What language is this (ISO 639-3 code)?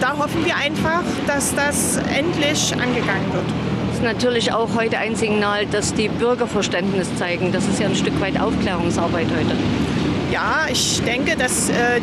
deu